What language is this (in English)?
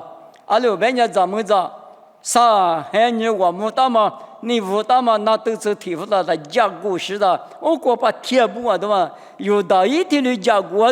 Lisu